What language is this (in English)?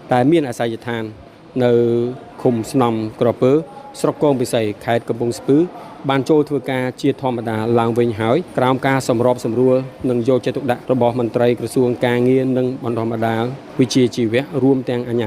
Khmer